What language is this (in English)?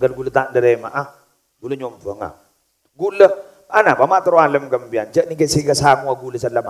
Madurese